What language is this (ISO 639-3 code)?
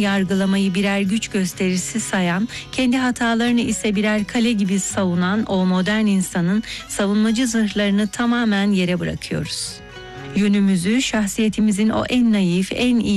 tur